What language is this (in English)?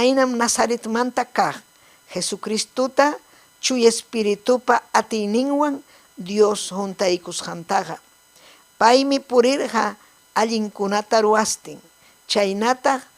Ayacucho Quechua